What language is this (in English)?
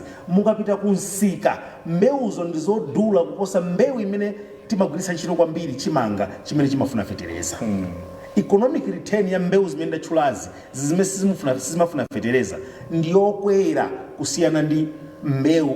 Nyanja